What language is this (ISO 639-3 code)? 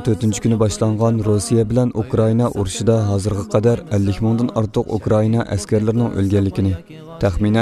uig